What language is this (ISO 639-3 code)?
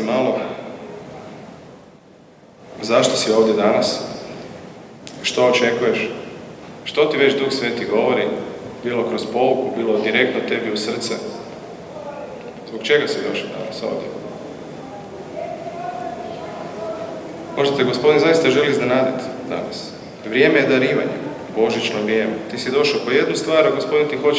hrv